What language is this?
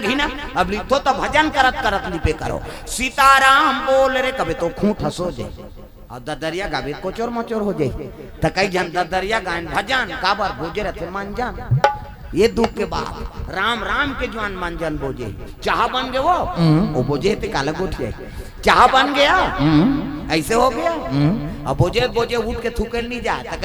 Chhattisgarhi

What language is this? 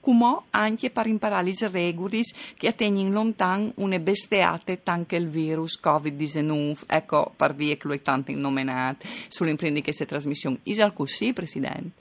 Friulian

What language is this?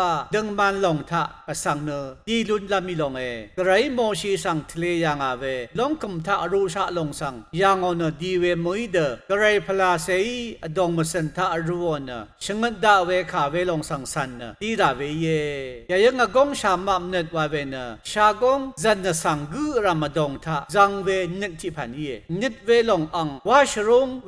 Rawang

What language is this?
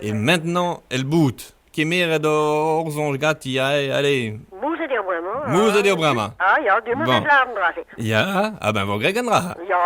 Breton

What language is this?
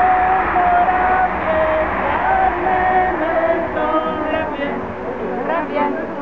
Czech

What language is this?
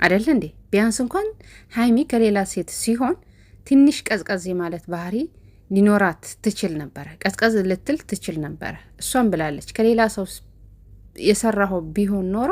Amharic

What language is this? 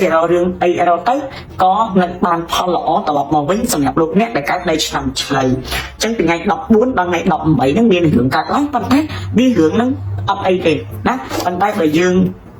Khmer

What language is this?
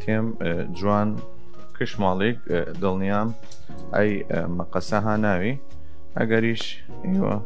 Southern Kurdish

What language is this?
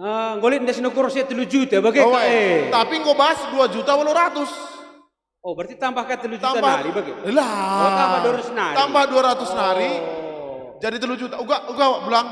Batak Karo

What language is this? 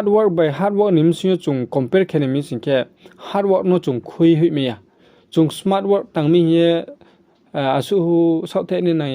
Riang (India)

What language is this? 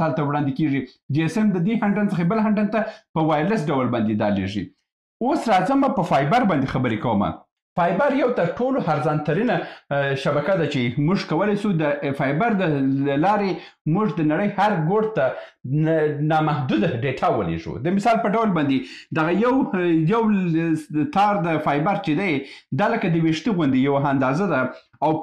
Pashto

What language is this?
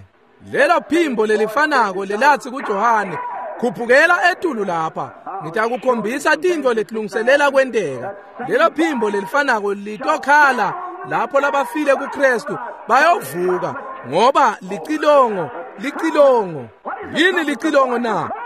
Swati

